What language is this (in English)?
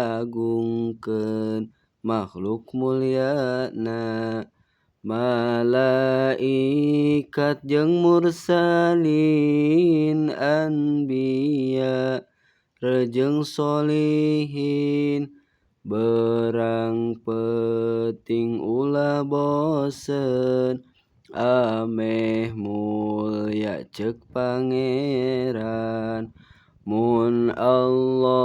Sundanese